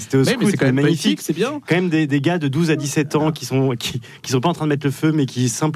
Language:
French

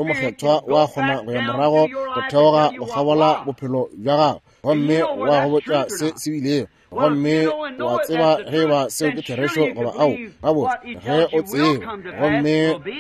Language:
Northern Sotho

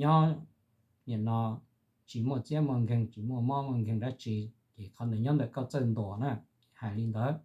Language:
Hmong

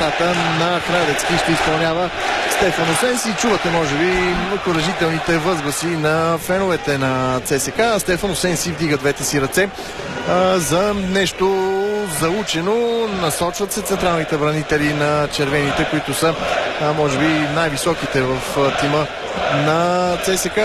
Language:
Bulgarian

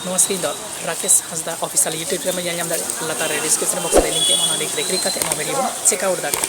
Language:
Santali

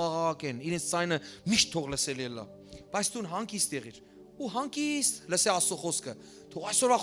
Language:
Western Armenian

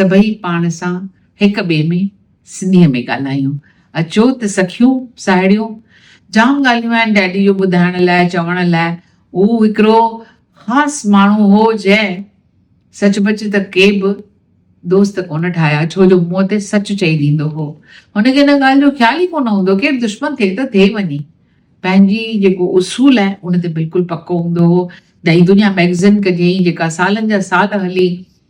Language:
Sindhi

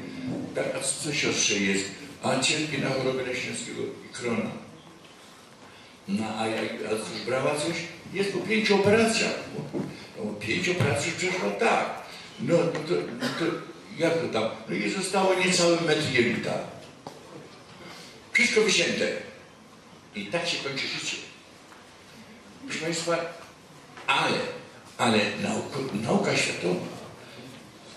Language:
Polish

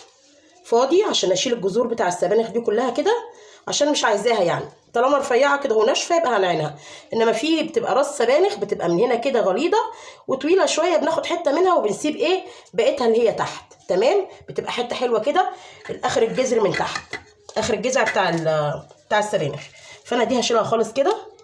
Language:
Egyptian Arabic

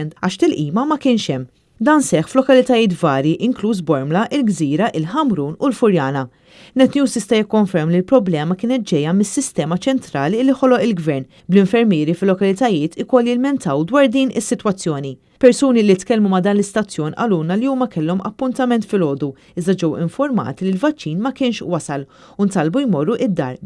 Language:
Maltese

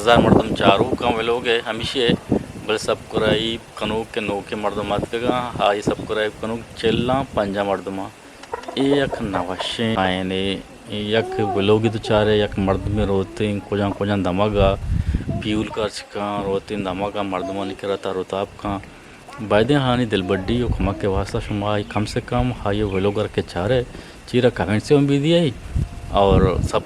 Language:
Eastern Balochi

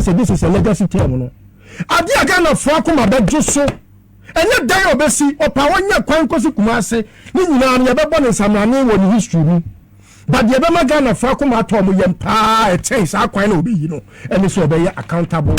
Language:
Akan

